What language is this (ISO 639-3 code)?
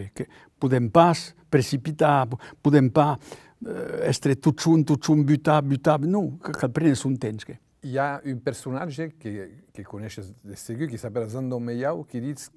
oci